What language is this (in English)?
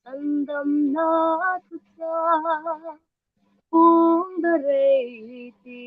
Hmar